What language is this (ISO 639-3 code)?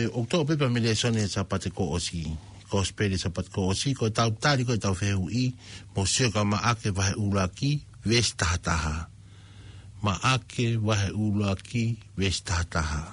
ton